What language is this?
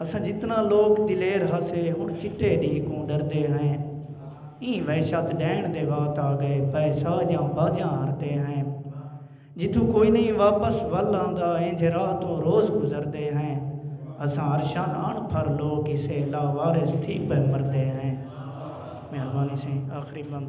Saraiki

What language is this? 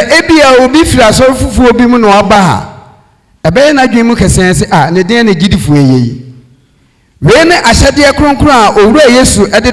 Akan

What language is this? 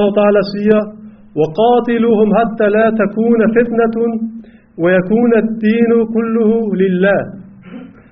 Danish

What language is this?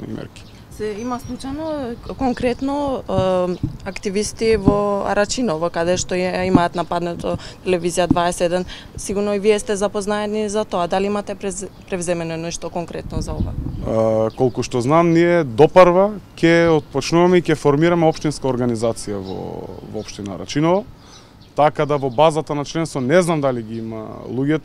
Macedonian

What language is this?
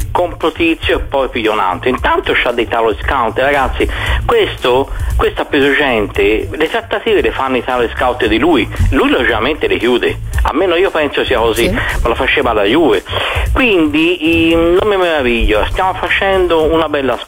Italian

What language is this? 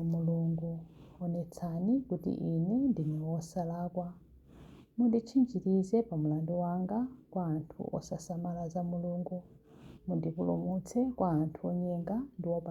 Nyanja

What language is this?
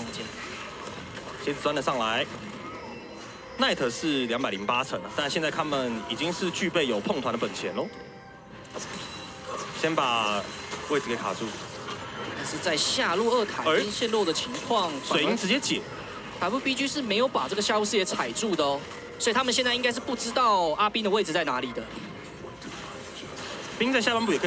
Chinese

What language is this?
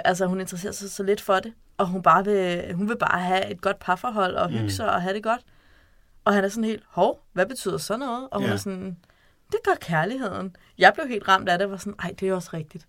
Danish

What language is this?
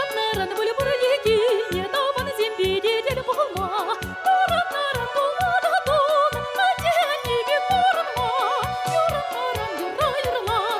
Chuvash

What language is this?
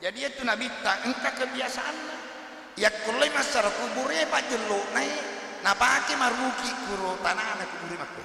Buginese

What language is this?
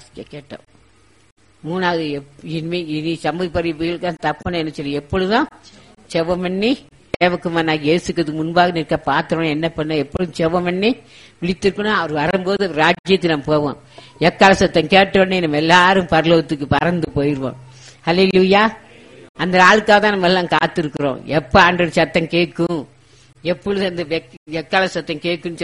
Tamil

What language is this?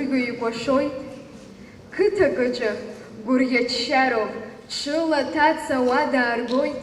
Abkhazian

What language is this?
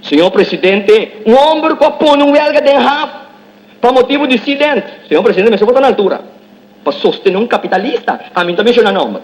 Papiamento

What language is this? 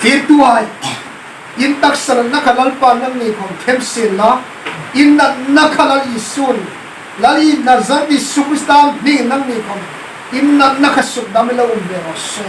Hmar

